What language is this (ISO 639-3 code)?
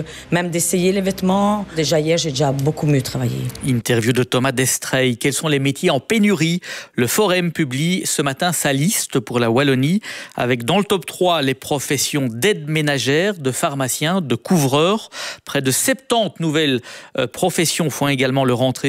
fra